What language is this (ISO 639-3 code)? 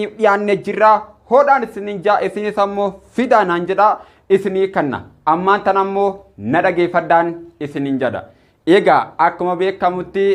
orm